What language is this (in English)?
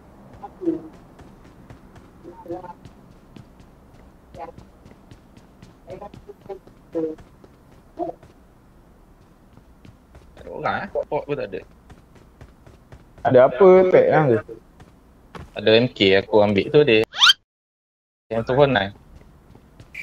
Malay